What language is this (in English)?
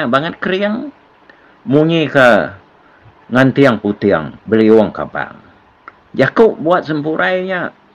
Iban